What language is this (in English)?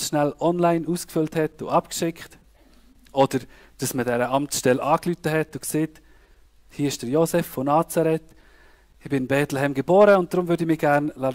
Swiss German